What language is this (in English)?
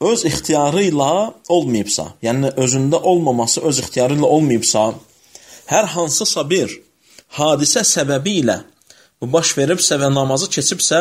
Azerbaijani